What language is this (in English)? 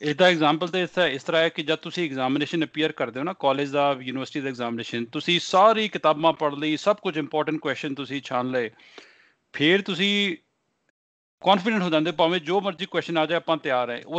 Punjabi